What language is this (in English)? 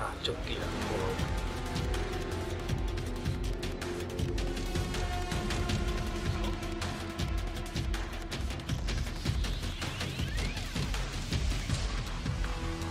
Burmese